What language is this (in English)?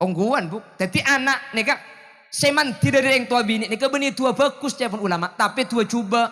Madurese